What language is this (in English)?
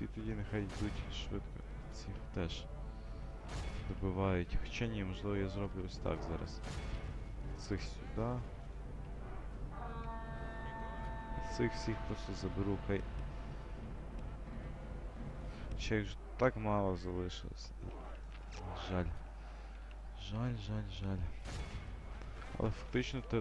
Ukrainian